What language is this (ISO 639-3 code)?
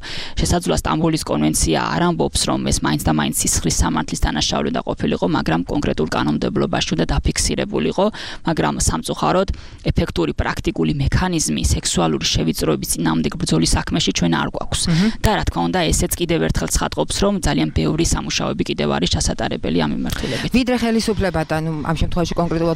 kat